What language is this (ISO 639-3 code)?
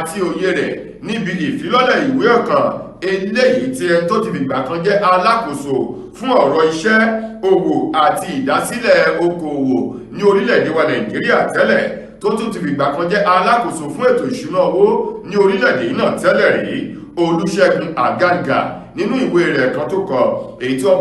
yor